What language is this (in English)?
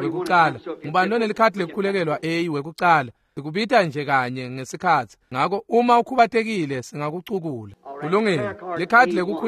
Swati